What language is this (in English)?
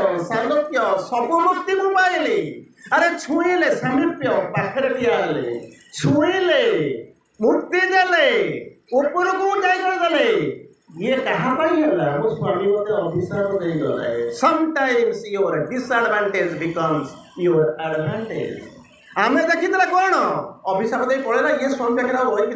Odia